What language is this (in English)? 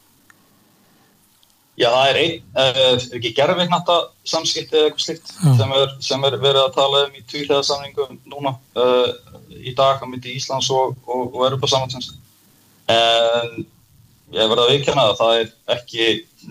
Icelandic